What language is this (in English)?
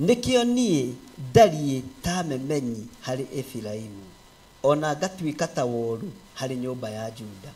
Kikuyu